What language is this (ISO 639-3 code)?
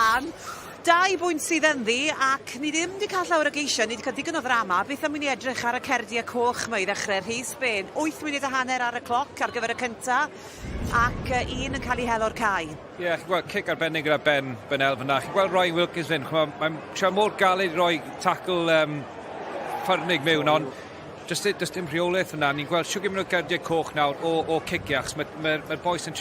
cym